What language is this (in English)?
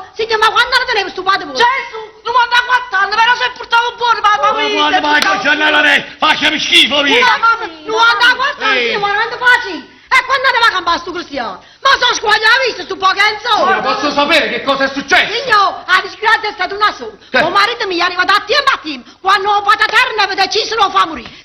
Neapolitan